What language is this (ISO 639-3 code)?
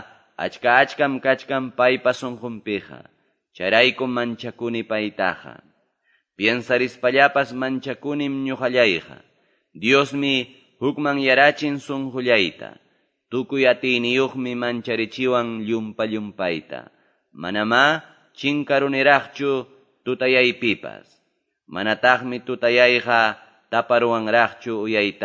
que